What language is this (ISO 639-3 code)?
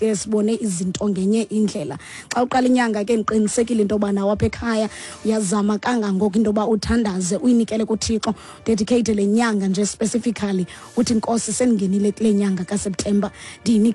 xho